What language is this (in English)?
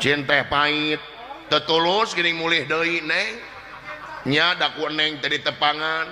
Sundanese